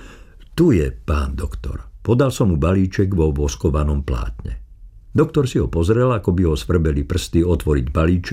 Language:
Slovak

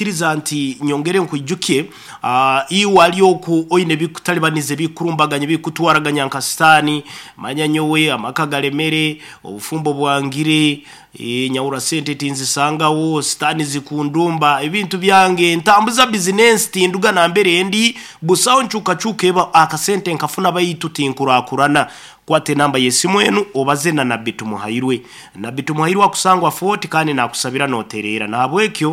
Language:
Nyoro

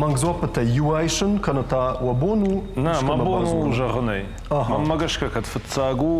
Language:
Ossetic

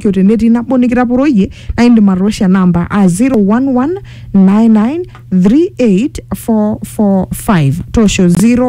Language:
Masai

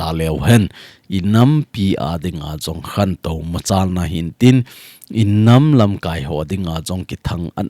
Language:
Thado Chin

